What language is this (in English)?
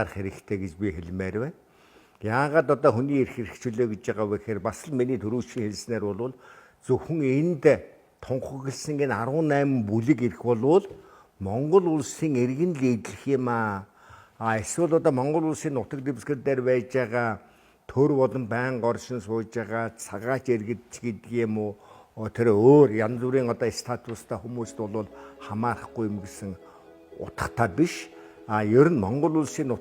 Mongolian